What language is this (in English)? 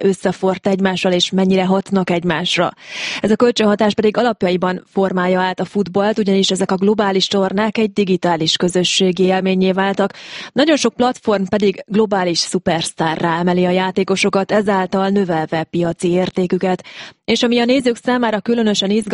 Hungarian